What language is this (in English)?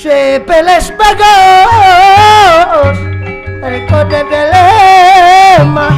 Banjar